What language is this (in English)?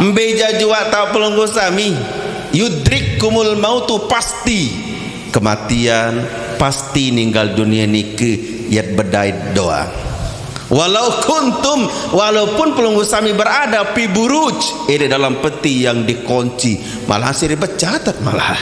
Sasak